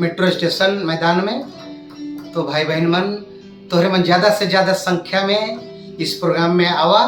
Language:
Sadri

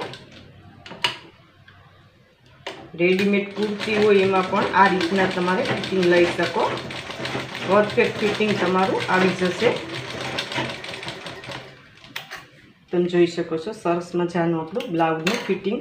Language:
Gujarati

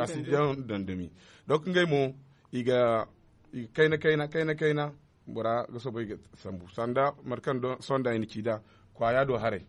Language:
Zarma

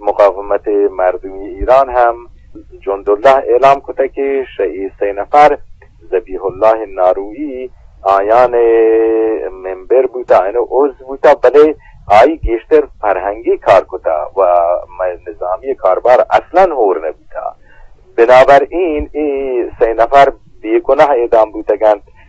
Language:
Eastern Balochi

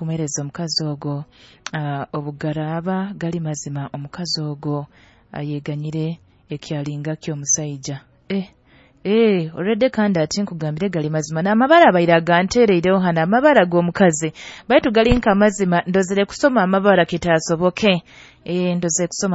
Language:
Nyoro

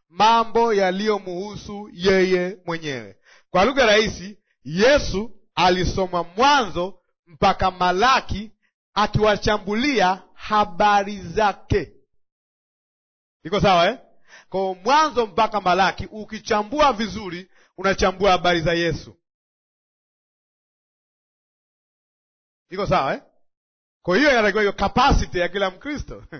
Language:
Swahili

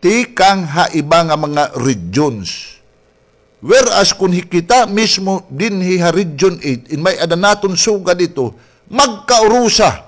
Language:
Waray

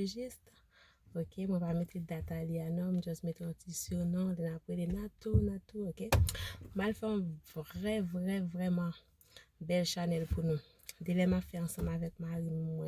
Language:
Haitian Creole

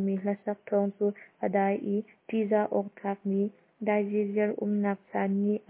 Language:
Hakha Chin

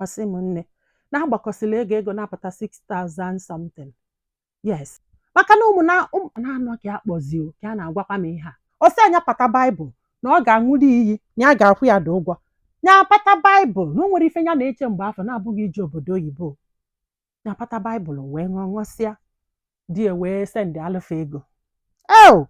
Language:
Igbo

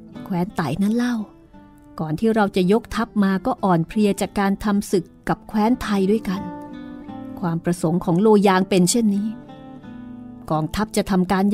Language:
Thai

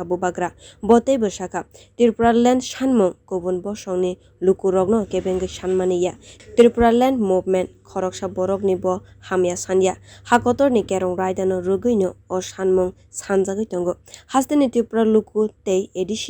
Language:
Kok Borok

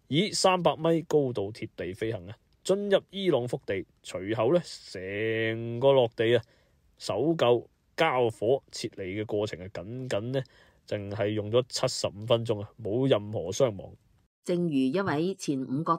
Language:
Cantonese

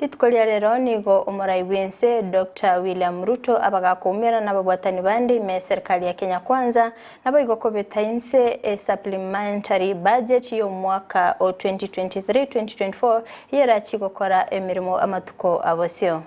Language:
Gusii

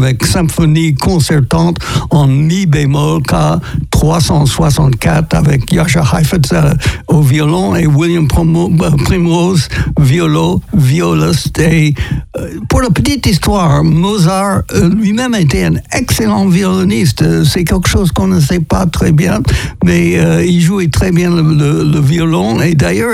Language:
French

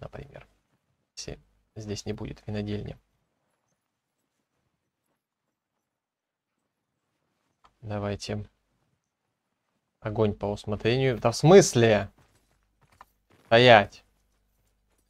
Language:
Russian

